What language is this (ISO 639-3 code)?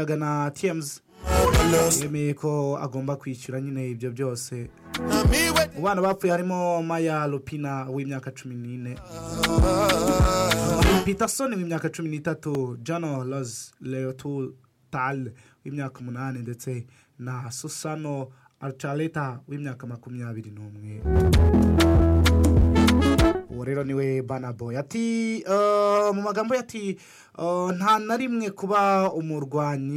kin